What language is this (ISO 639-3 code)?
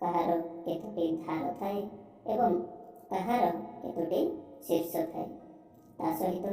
ori